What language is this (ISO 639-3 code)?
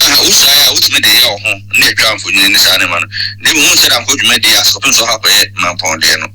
aka